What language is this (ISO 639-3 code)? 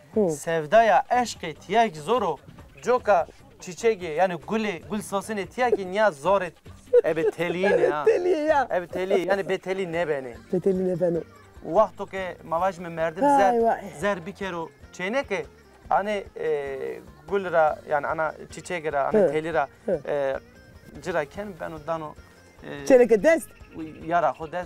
zza